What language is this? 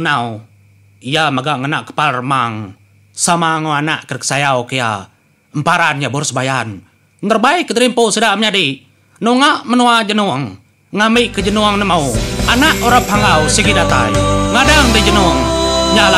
Iban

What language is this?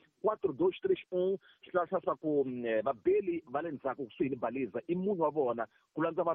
Tsonga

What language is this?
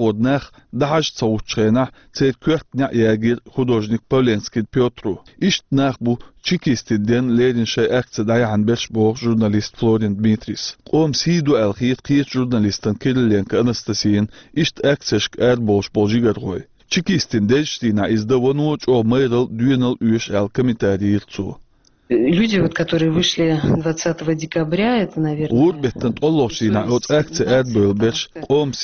Chechen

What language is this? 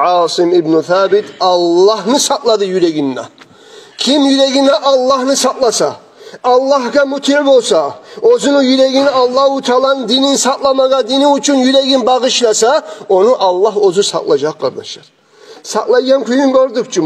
Kumyk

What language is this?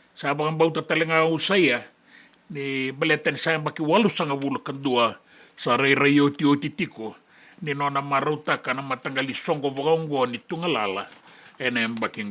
Fijian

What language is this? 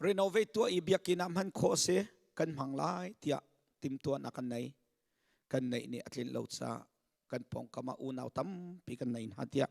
Hakha Chin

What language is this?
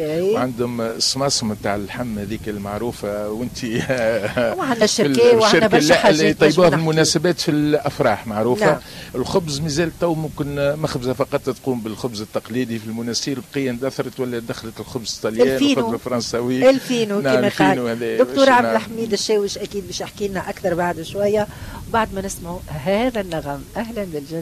Tunisian Arabic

